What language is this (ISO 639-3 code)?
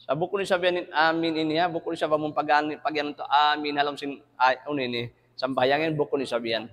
tsg